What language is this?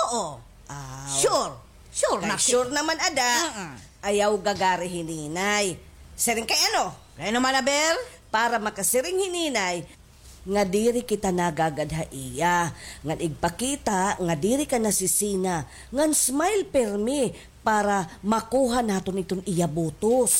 Waray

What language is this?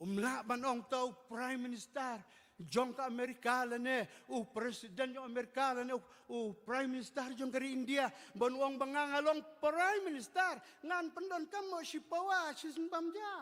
Khasi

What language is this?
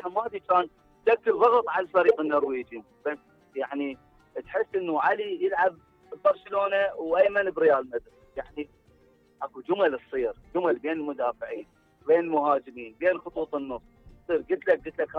Mesopotamian Arabic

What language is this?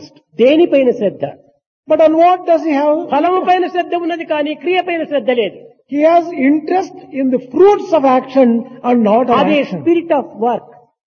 Telugu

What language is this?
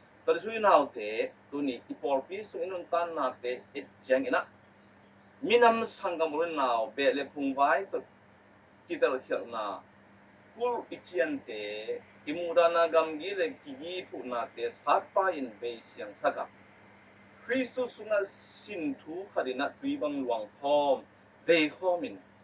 Tedim Chin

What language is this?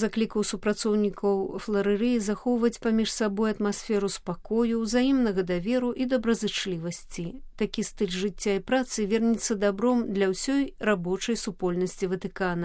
Belarusian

